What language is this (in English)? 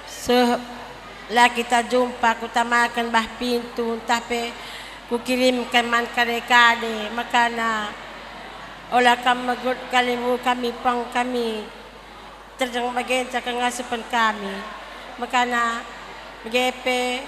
Batak Karo